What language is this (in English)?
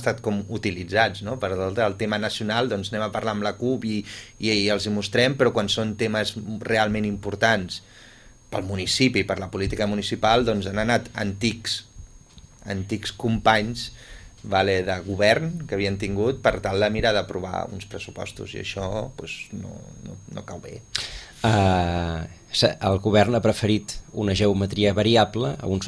Catalan